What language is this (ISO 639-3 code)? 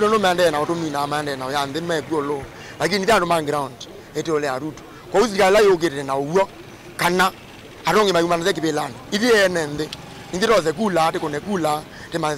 kam